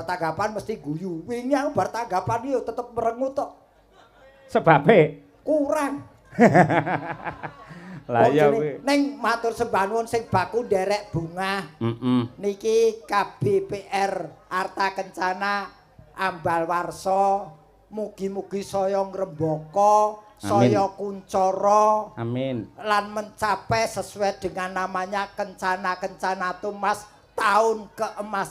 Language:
Javanese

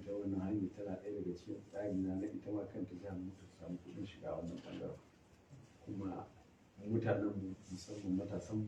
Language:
Hausa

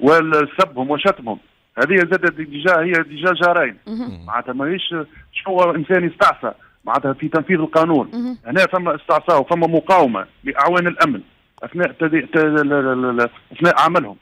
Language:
Tunisian Arabic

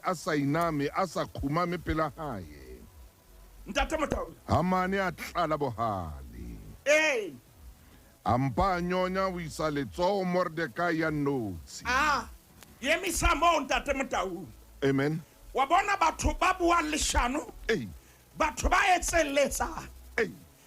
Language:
Southern Sotho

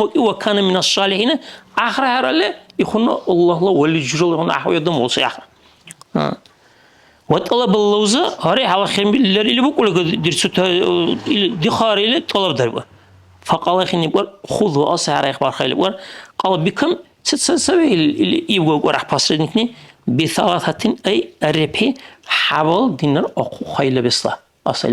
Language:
Dargwa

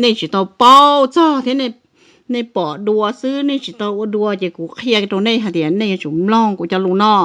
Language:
Hmong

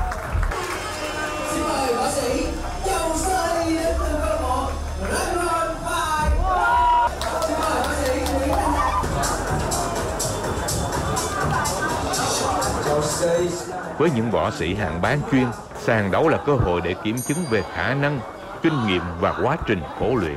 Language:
Vietnamese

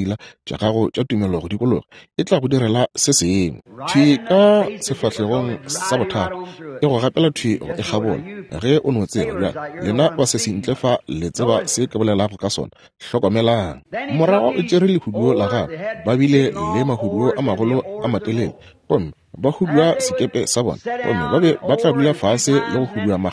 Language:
Northern Sotho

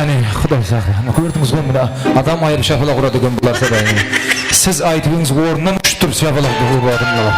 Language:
Kara-Kalpak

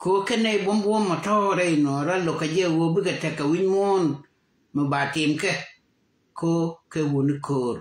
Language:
Nuer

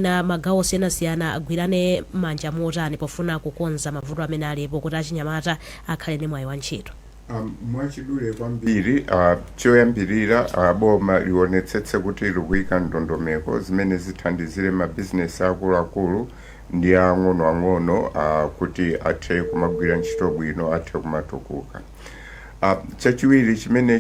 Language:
Nyanja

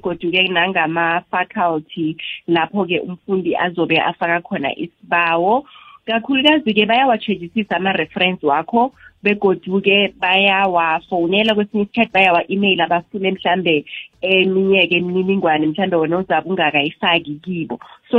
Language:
South Ndebele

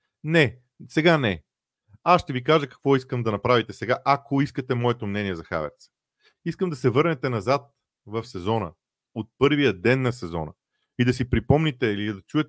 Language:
Bulgarian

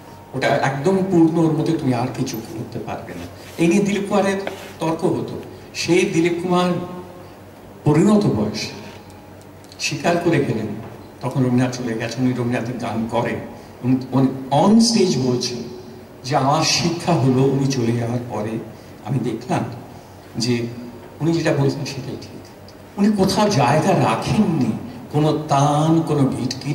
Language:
Bangla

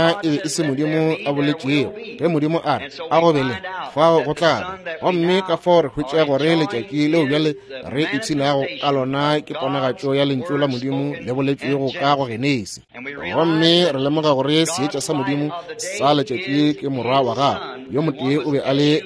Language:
Northern Sotho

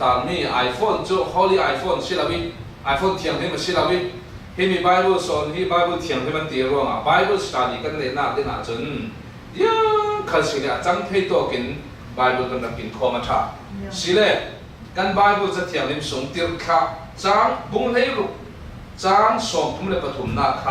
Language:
Falam Chin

